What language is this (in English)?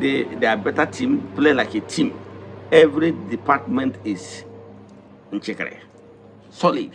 Igbo